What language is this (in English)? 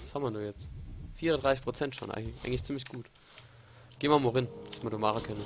Palatine German